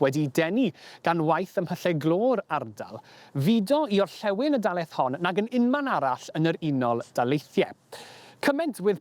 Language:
Welsh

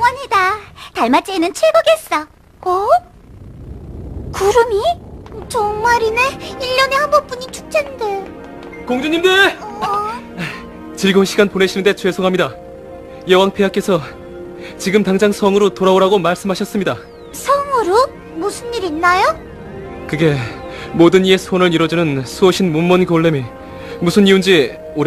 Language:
Korean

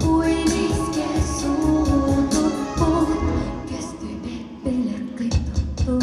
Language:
Yakut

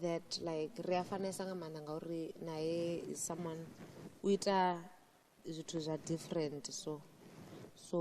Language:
Venda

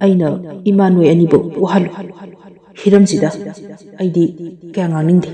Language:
Manipuri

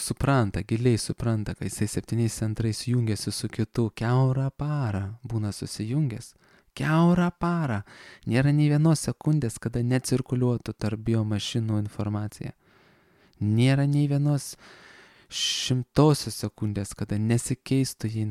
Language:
Lithuanian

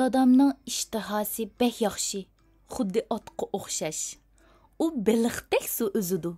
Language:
Uyghur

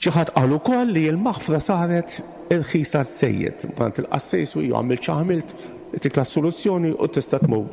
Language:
Maltese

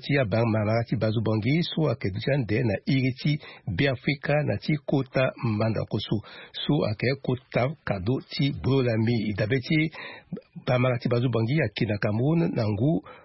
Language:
Sango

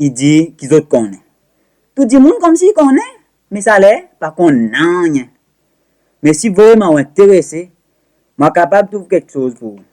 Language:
Seselwa Creole French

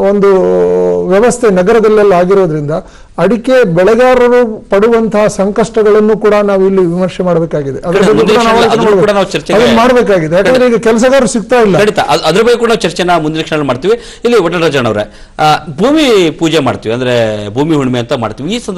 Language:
Kannada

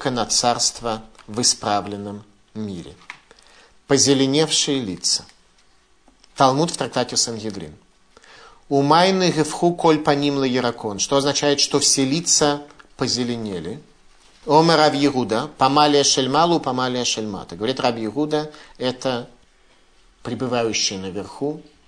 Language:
Russian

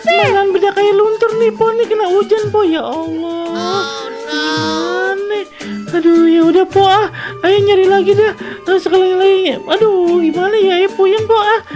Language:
Betawi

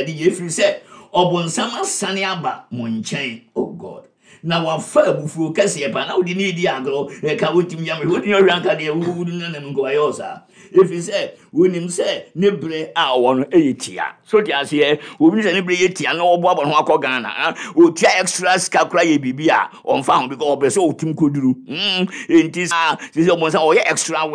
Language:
Akan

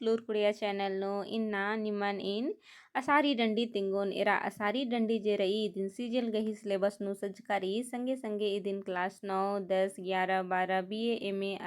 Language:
Kurukh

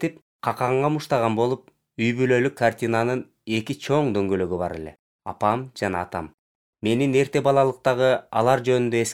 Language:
Kyrgyz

